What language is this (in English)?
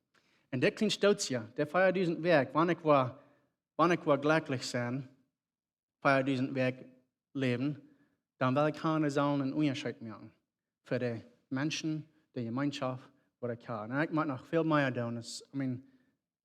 Plautdietsch